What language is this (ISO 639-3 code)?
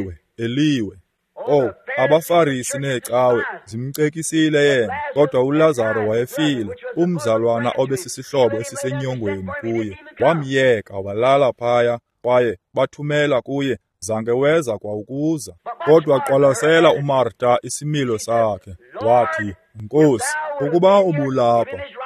xho